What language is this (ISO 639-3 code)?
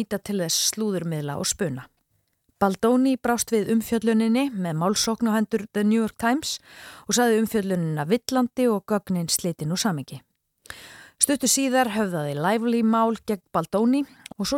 isl